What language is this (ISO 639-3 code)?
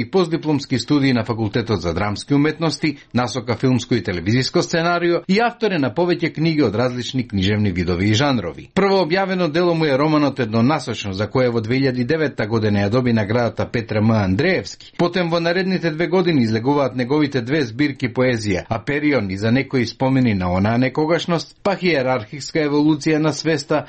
mkd